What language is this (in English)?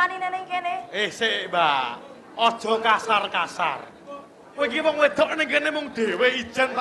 Javanese